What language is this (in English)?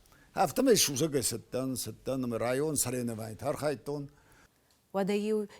Ossetic